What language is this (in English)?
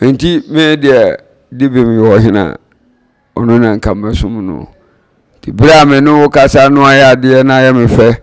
Akan